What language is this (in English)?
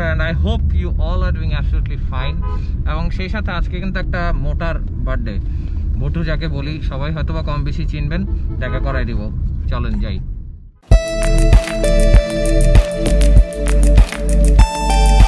Bangla